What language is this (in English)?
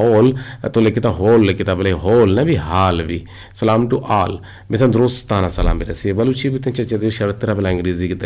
Eastern Balochi